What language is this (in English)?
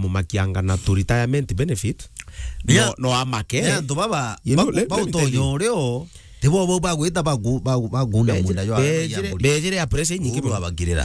Meru